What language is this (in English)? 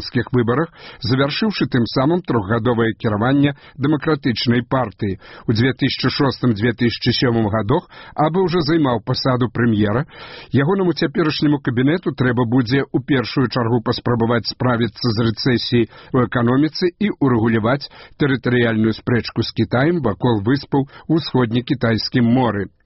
Belarusian